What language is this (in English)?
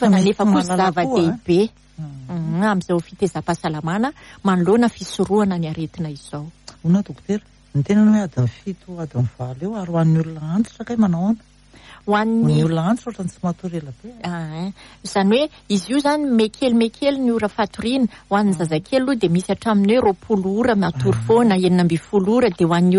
Malagasy